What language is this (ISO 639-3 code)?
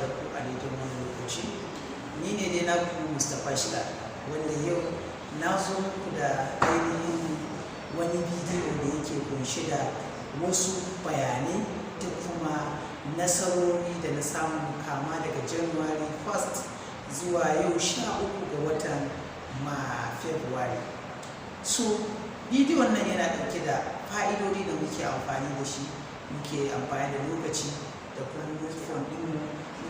hau